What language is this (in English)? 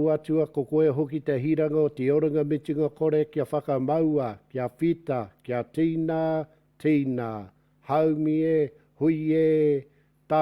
Māori